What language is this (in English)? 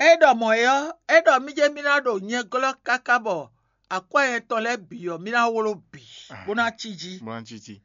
Fon